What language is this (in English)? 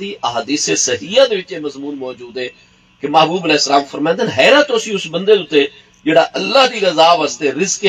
Saraiki